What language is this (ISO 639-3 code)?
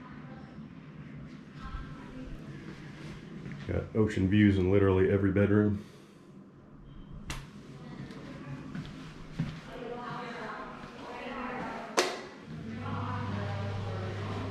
eng